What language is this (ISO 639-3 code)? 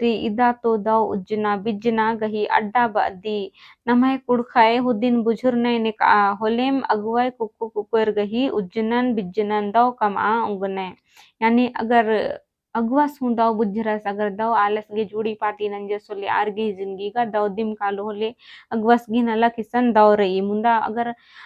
kru